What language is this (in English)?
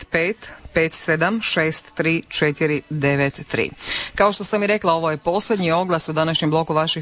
Croatian